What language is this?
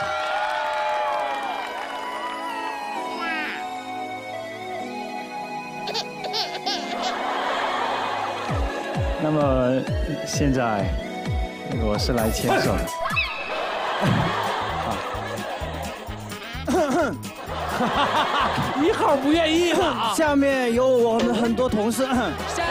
Chinese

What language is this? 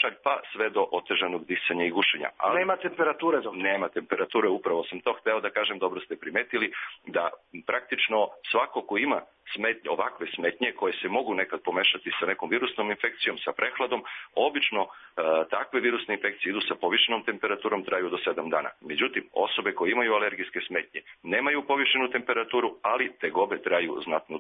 Serbian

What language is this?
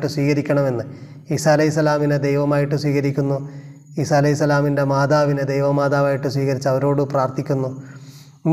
Malayalam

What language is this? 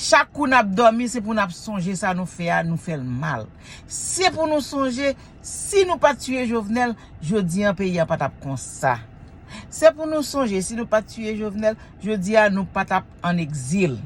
Haitian Creole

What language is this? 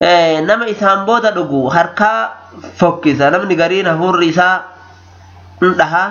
Oromo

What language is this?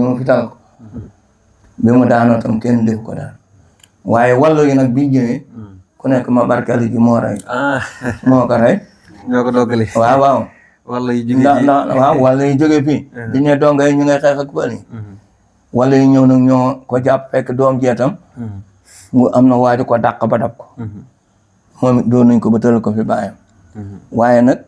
Wolof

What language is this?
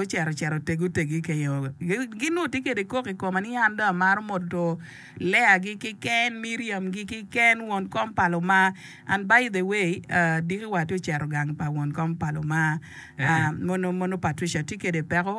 Acoli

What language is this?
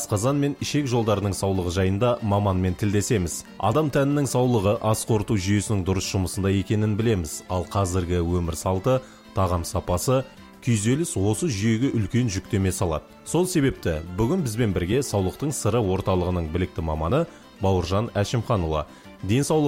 Kazakh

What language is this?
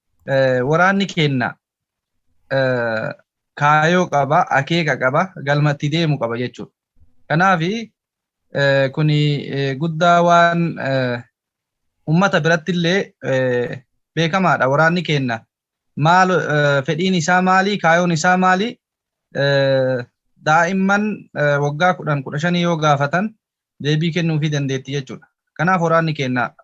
Oromo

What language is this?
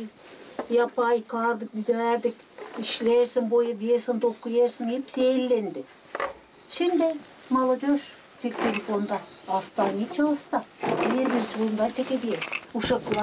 Gagauz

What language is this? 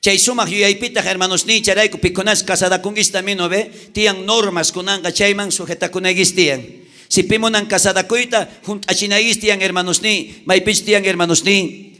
South Bolivian Quechua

